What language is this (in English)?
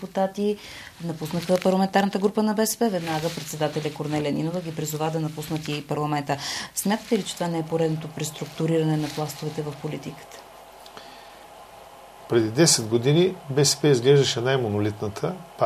Bulgarian